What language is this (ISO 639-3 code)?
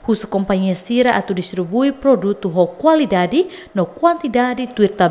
tet